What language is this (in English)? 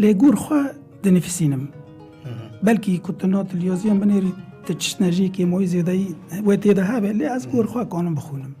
Kurdish